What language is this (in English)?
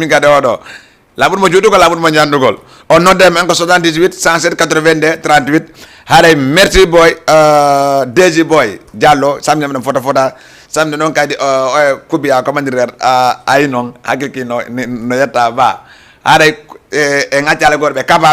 Fula